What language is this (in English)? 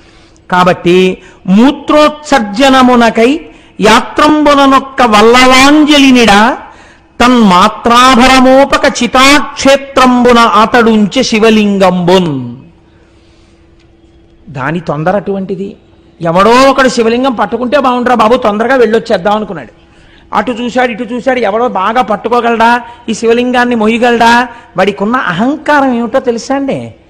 Telugu